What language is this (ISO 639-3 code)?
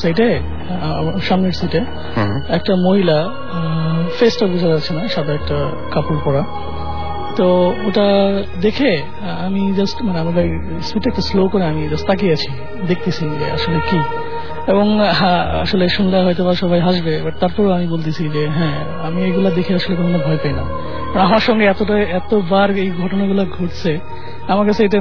ben